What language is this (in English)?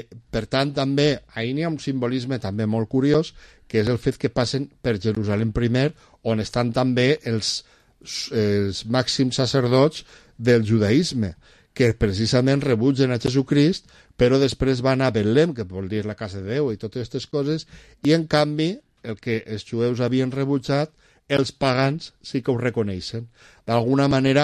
Catalan